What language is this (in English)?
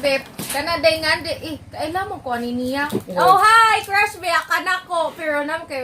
Cebuano